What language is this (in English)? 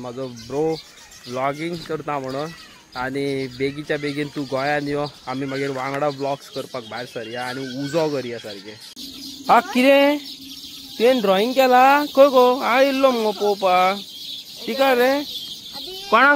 Konkani